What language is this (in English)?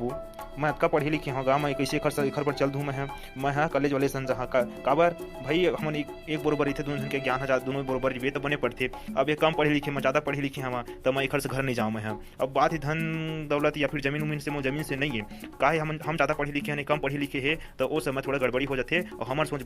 Chhattisgarhi